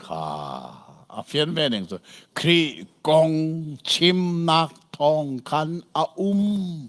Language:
Hakha Chin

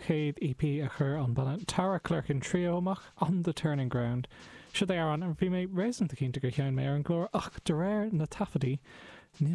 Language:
Irish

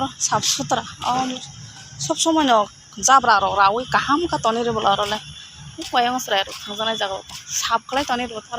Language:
Kok Borok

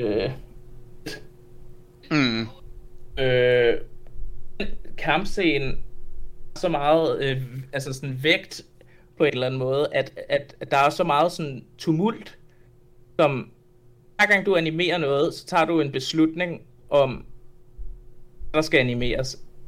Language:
Danish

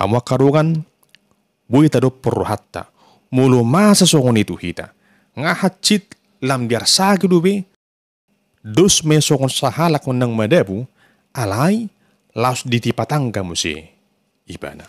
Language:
Batak Toba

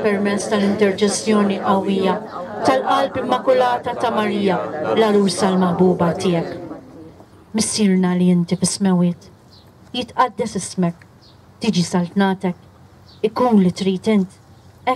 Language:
Maltese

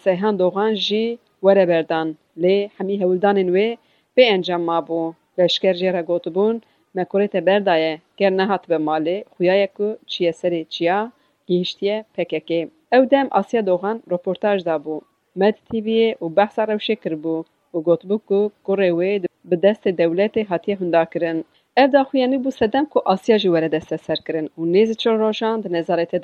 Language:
Kurdish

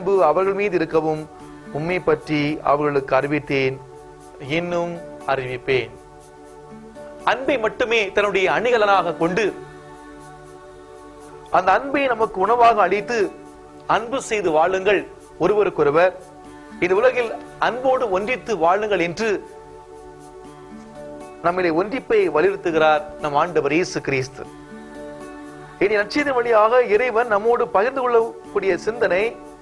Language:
Tamil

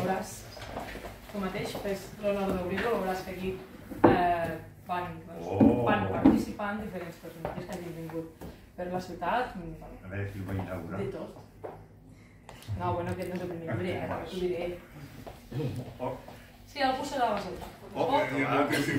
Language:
Catalan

